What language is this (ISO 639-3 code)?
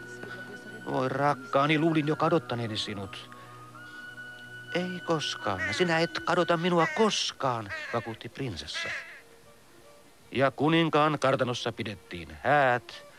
fin